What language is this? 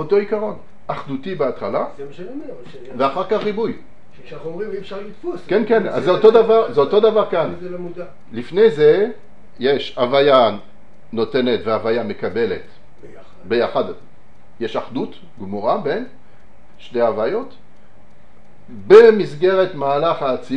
Hebrew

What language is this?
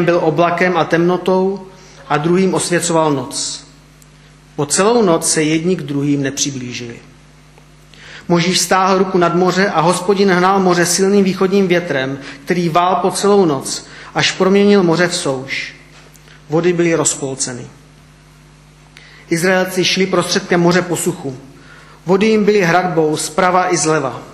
Czech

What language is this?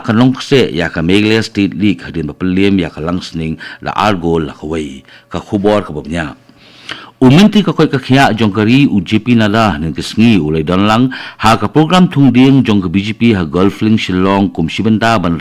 Khasi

